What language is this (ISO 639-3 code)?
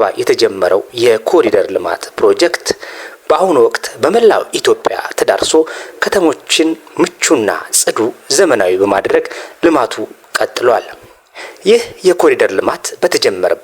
amh